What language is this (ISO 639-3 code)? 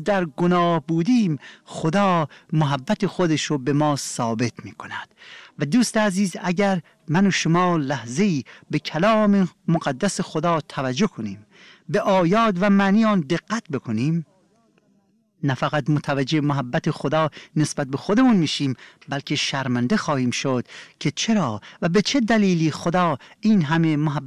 fas